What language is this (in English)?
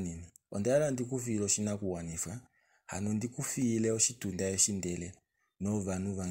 Kuanyama